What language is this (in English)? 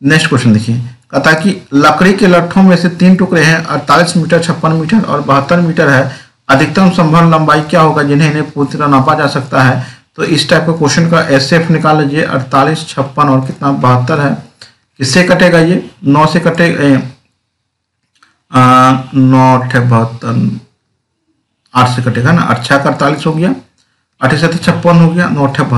Hindi